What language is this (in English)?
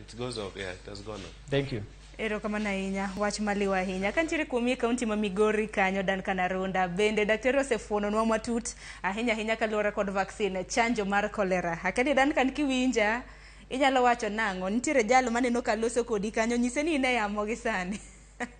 Luo (Kenya and Tanzania)